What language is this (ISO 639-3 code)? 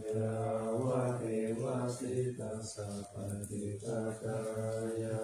pli